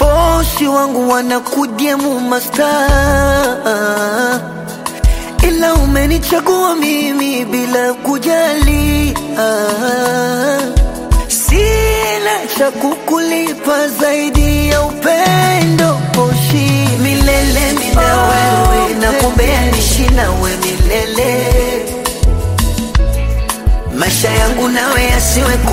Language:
Swahili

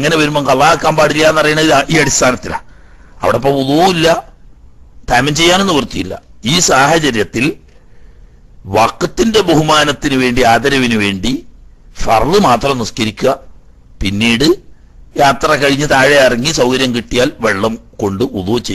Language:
Malayalam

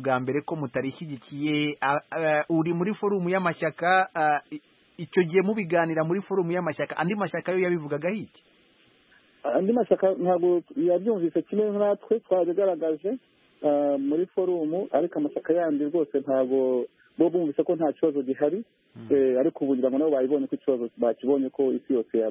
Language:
Kinyarwanda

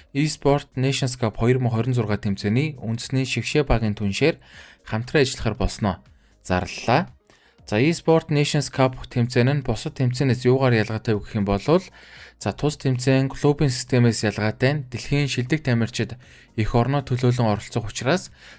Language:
Mongolian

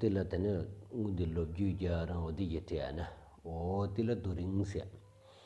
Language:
Stod Bhoti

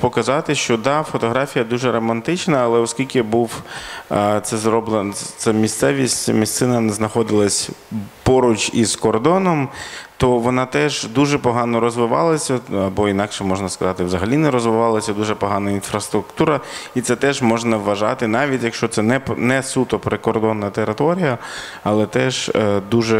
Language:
Ukrainian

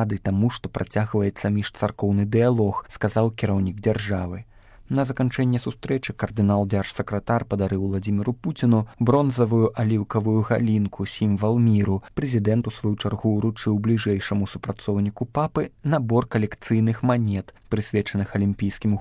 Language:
Belarusian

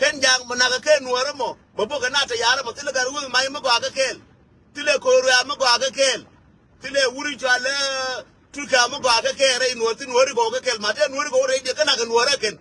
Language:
Nuer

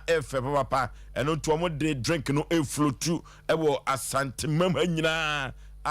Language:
Akan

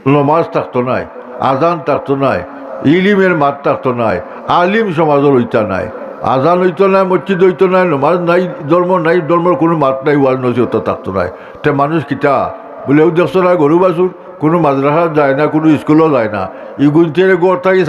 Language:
Sylheti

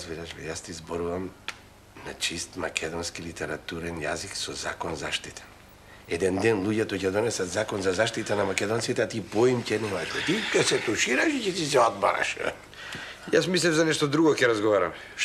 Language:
Macedonian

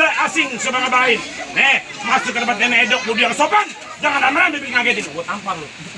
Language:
Betawi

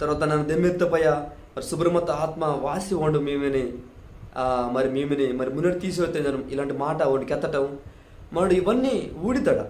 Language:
Koya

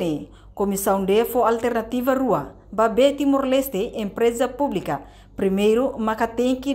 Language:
Tetum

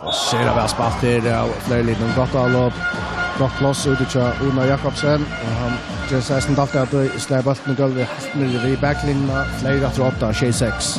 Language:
Faroese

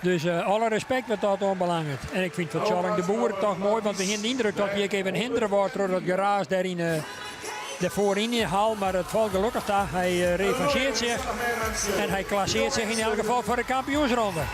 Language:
Western Frisian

